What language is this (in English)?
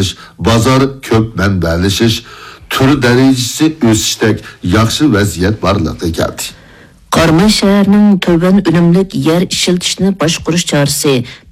Uyghur